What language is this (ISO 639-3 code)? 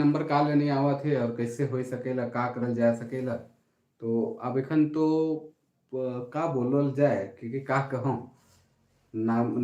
sck